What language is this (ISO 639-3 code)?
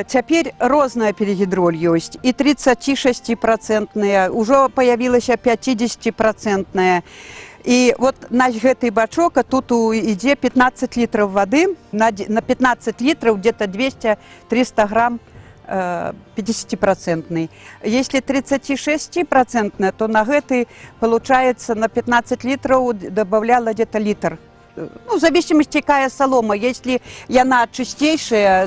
bel